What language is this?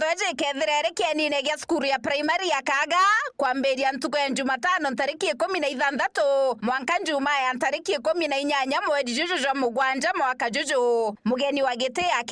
Meru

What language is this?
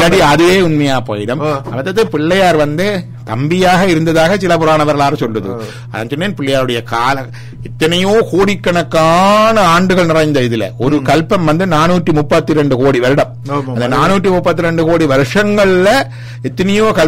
Tamil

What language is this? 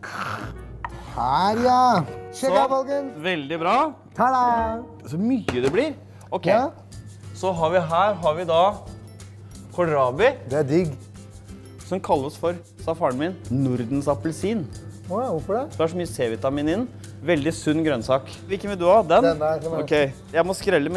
Norwegian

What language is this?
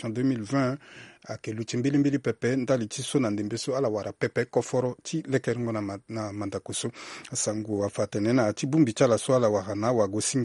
Sango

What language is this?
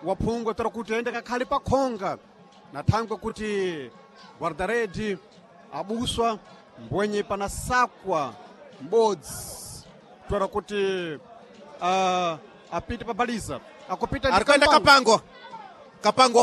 Sena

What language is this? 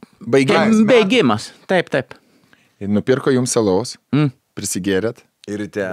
Lithuanian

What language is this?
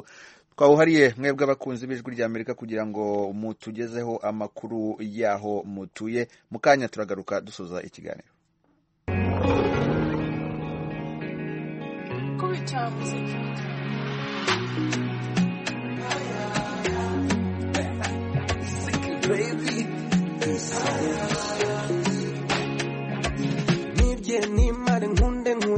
Kinyarwanda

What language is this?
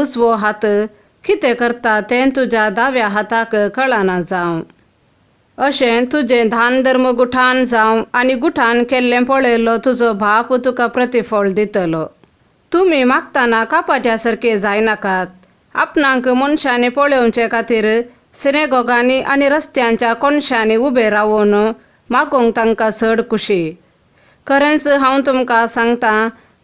Konkani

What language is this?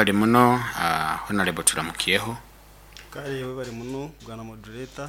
Nyankole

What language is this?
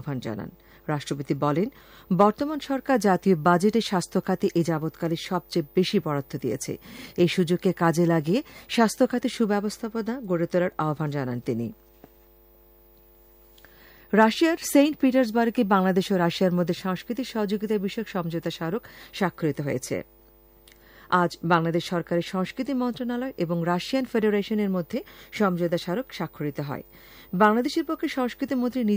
Bangla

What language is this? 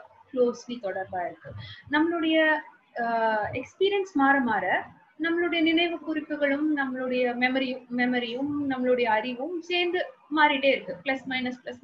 Tamil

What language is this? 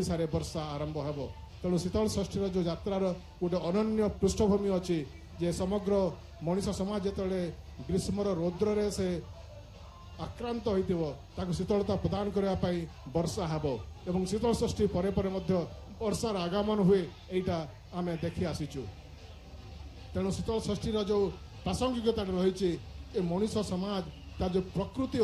Odia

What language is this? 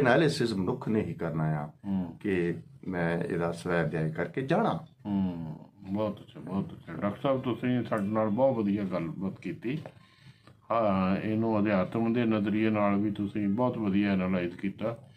Punjabi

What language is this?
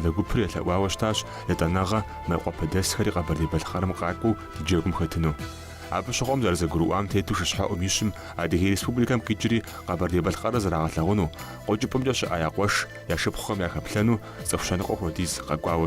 Kabardian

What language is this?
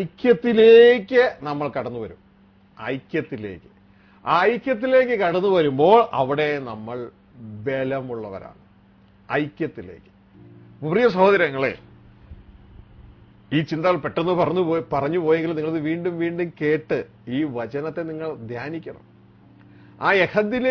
Malayalam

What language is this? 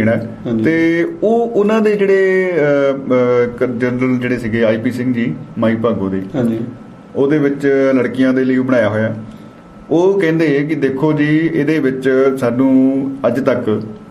Punjabi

